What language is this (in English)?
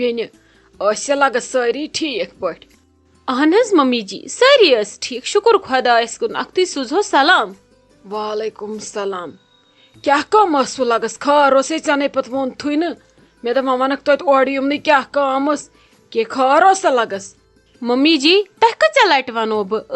Kashmiri